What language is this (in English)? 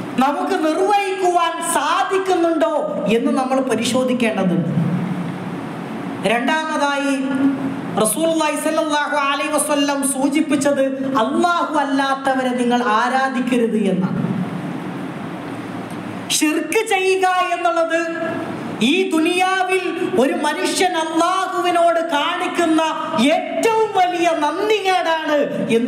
Malayalam